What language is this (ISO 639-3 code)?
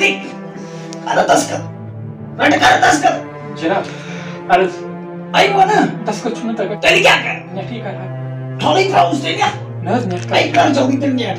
kas